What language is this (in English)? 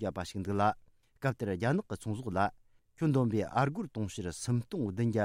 Tibetan